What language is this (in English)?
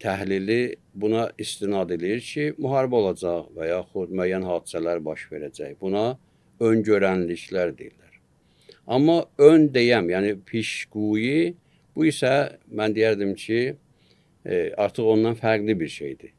Azerbaijani